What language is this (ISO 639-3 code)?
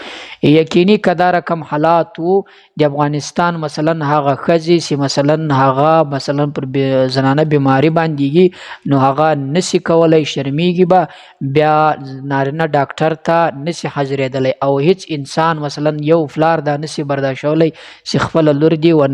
pus